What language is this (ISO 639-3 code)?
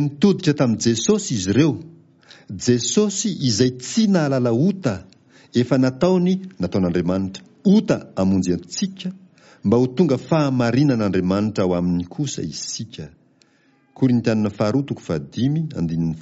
mlg